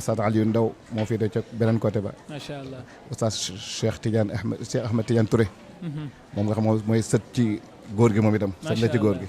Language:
Wolof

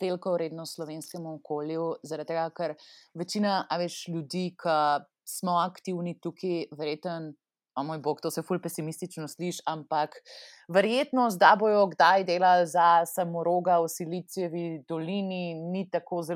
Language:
Slovenian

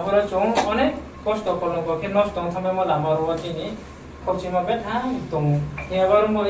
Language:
Riang (India)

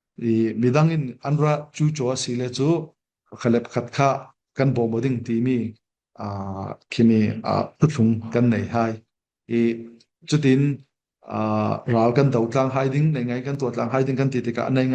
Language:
Falam Chin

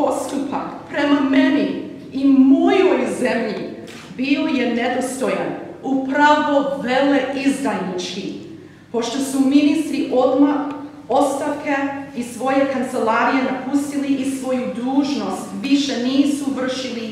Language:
Serbian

